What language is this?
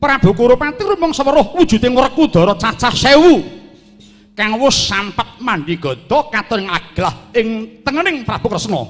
Javanese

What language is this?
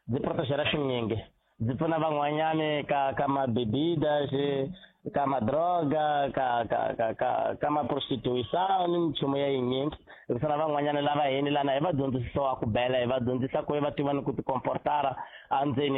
Tsonga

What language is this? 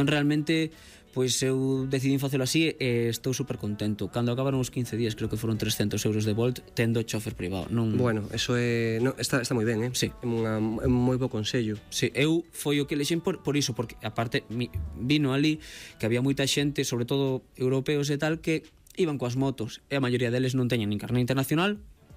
Galician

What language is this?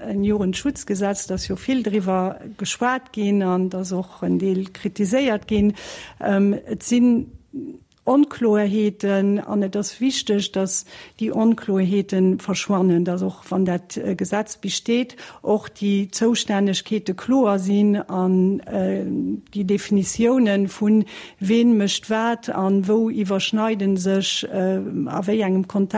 Luxembourgish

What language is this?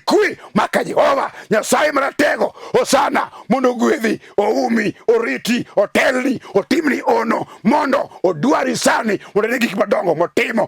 Luo (Kenya and Tanzania)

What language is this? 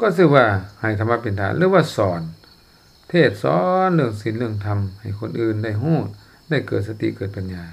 Lao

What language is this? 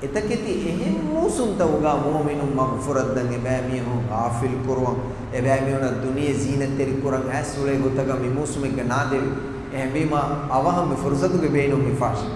Divehi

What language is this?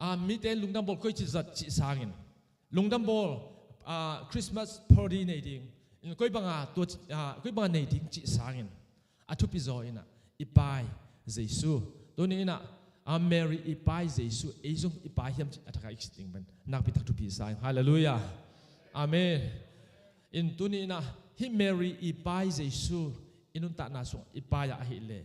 Tedim Chin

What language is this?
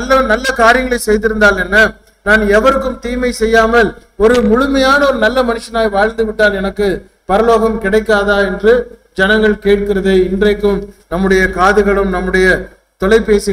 Tamil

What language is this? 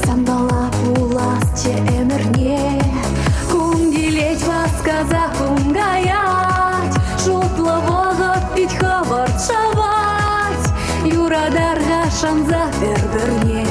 Chuvash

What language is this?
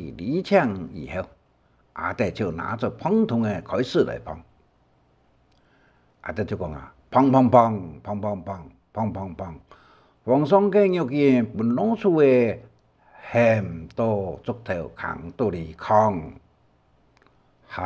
Hakka Chinese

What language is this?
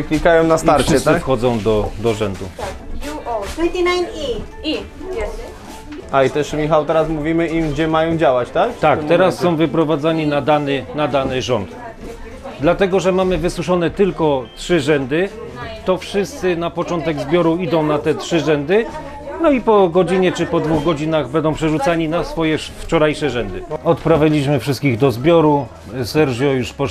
Polish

